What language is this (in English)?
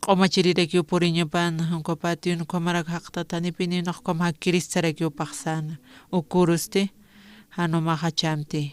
Aymara